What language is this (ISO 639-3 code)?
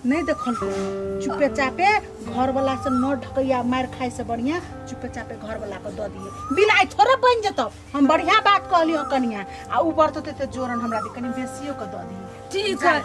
mai